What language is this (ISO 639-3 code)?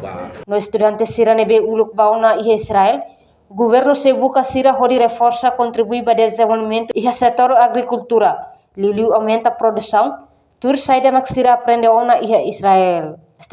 tet